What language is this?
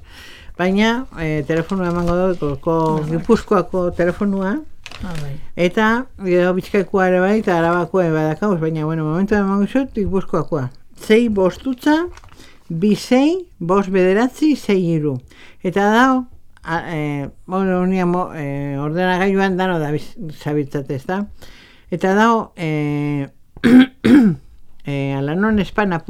Basque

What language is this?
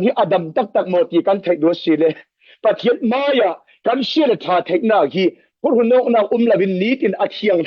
Falam Chin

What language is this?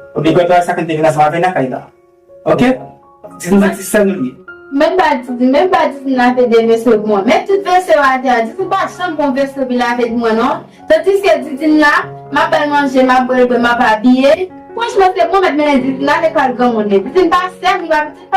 Haitian Creole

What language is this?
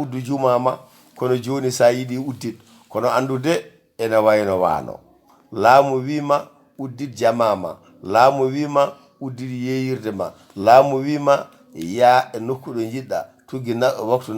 Fula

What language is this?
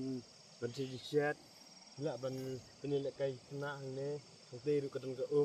Khasi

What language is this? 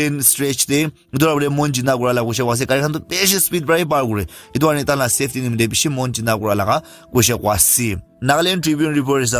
Naga Pidgin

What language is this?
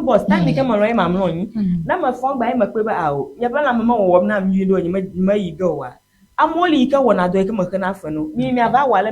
Ewe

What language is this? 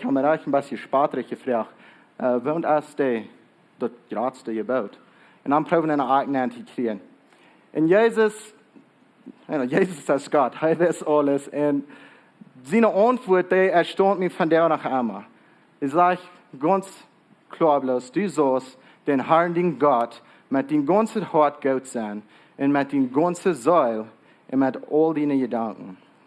Plautdietsch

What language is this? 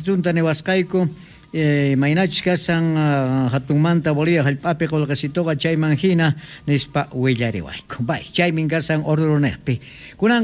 Quechua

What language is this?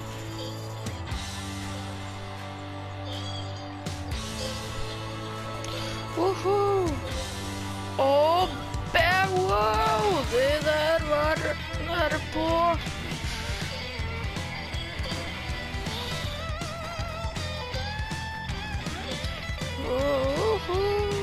Norwegian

